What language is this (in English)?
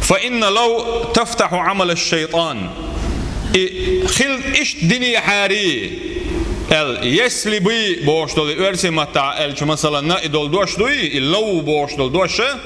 Chechen